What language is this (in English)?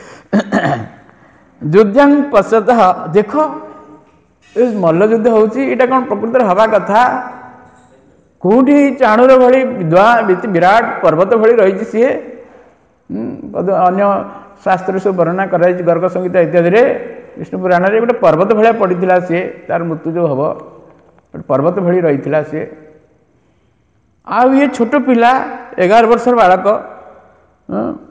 Odia